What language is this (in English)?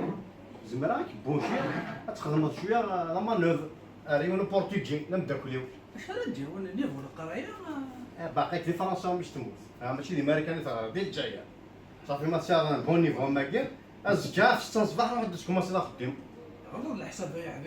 Kabyle